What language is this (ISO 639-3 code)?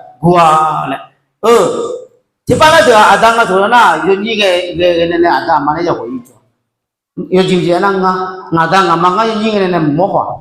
ahk